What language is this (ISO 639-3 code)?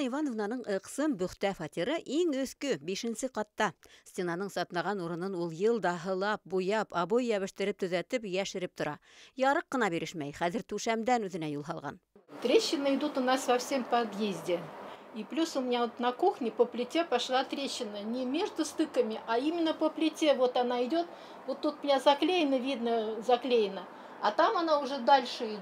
bak